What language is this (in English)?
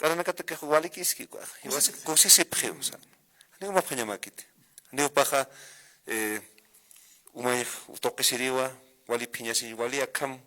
Aymara